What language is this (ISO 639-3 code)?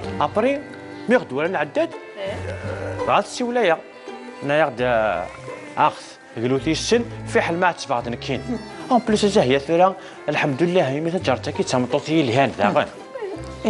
kab